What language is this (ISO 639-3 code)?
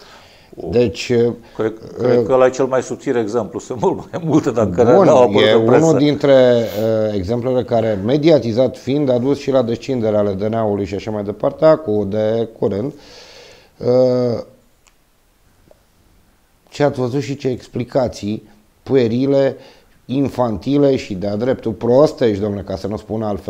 ron